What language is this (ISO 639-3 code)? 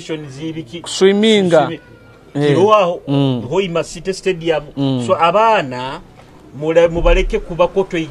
nyo